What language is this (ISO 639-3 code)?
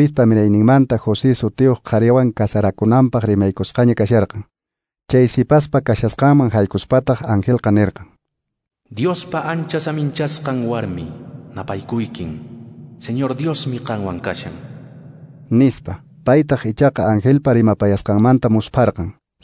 que